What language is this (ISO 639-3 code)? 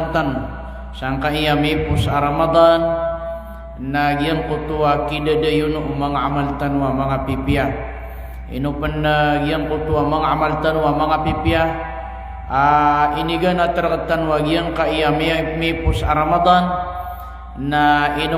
mrw